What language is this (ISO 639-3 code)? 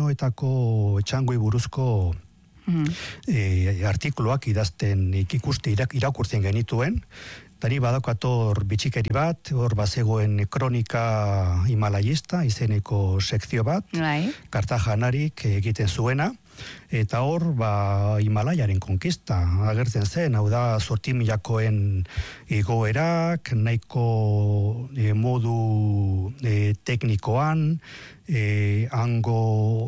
eus